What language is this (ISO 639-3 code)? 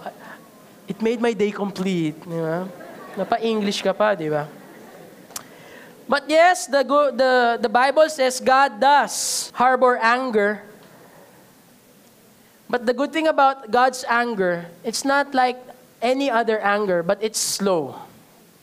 fil